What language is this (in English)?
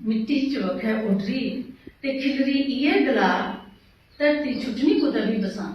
Dogri